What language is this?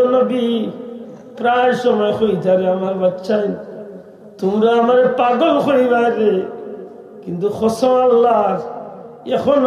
Sylheti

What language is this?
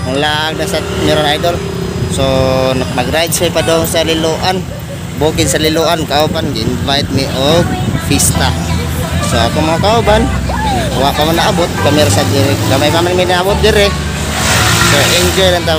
Cebuano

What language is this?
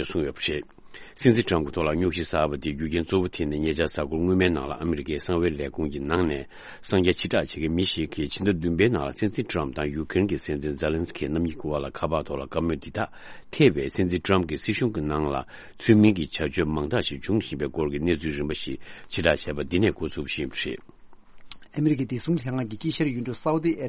Tibetan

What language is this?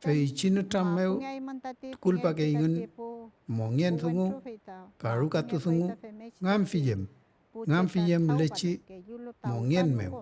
Mapuche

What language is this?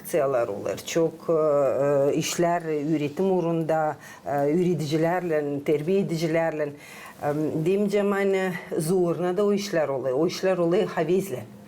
Gagauz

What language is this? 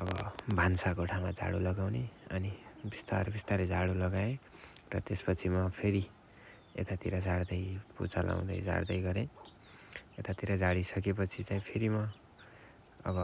Nepali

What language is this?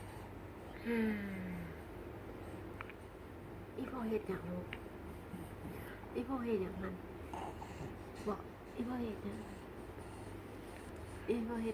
Lao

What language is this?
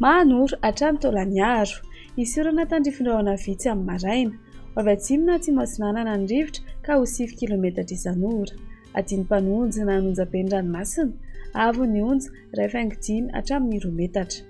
Malagasy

